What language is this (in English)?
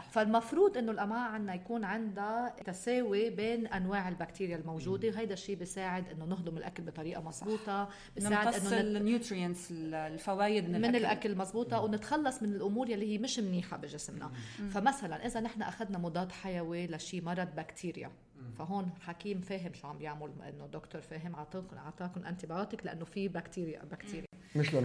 North Levantine Arabic